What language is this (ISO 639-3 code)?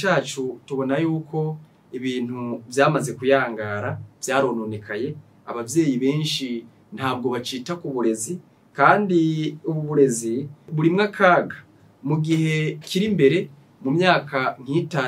run